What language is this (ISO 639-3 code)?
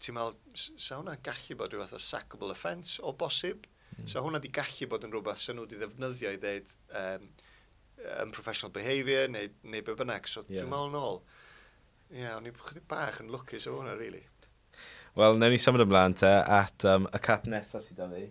cym